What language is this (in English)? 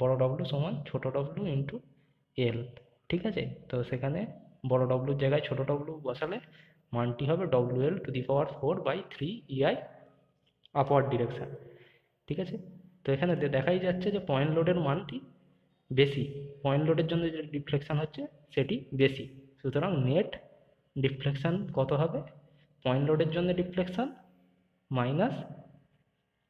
Bangla